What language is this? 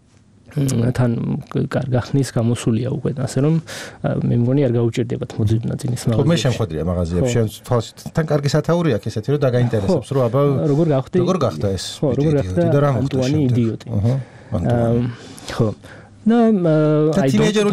Georgian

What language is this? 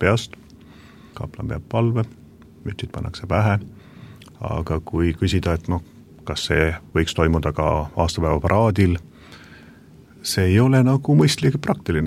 Estonian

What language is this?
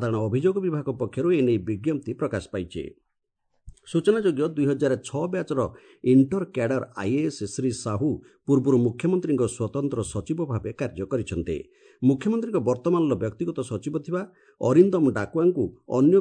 Odia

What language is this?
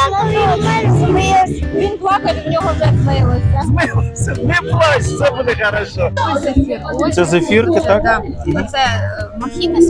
Ukrainian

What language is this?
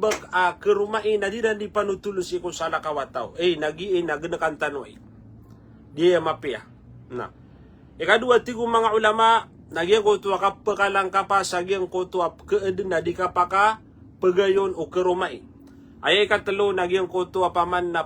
Maranao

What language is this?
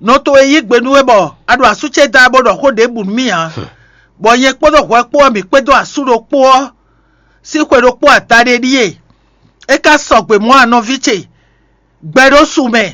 Fon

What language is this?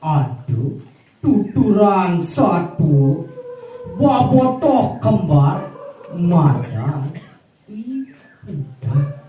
Balinese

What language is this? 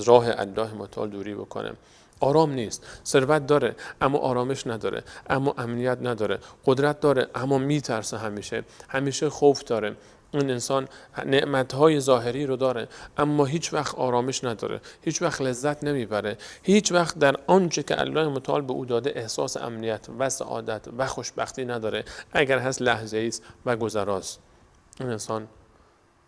Persian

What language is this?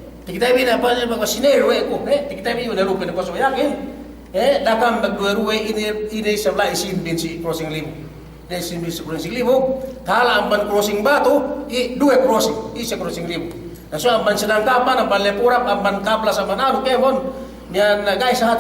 Yakan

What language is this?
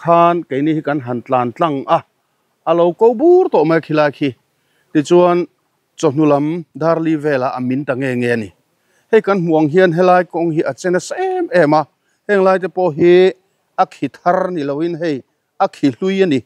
Mizo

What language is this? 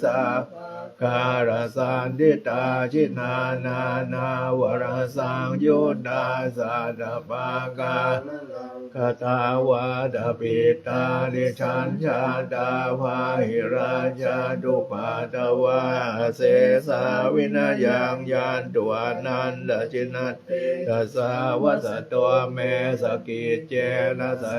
Pali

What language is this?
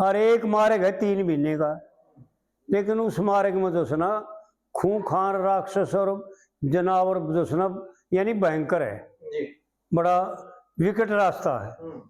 Haryanvi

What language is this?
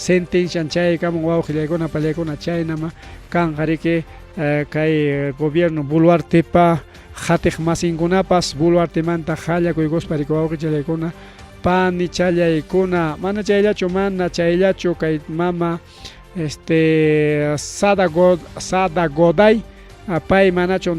Ayacucho Quechua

